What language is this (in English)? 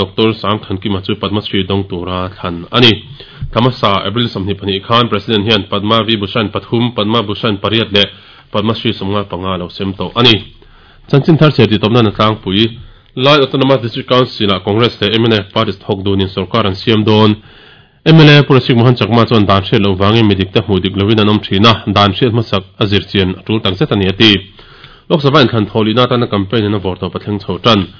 Mizo